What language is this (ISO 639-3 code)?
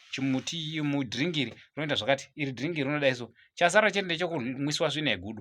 sna